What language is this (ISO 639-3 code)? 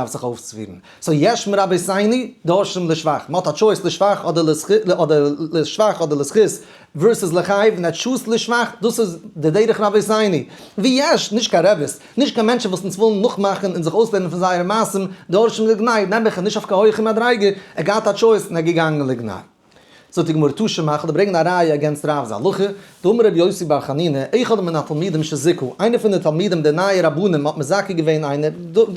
yid